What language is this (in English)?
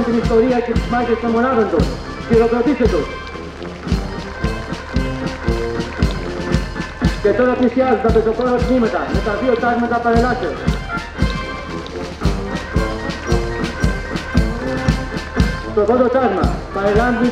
Greek